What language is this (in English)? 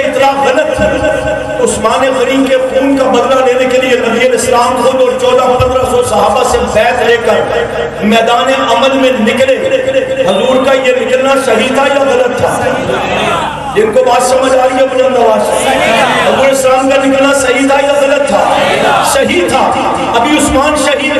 Urdu